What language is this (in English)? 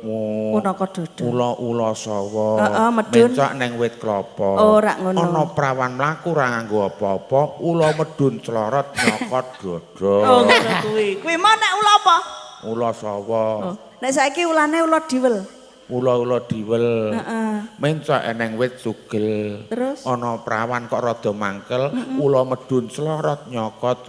Javanese